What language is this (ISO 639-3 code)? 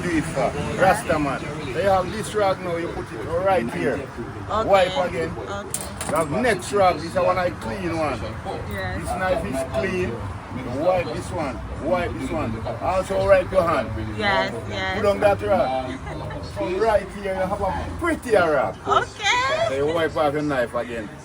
jam